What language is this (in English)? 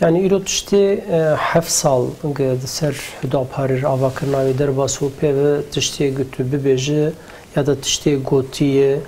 Kurdish